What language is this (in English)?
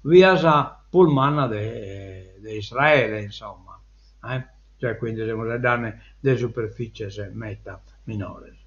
Sardinian